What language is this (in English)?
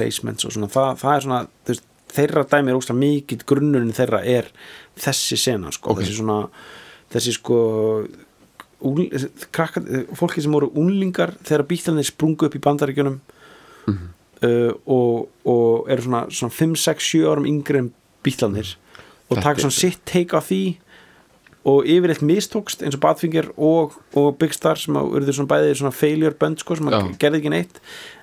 Icelandic